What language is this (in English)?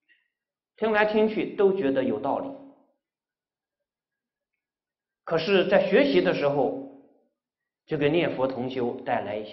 Chinese